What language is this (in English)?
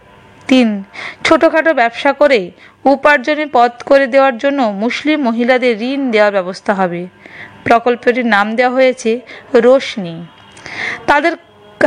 Bangla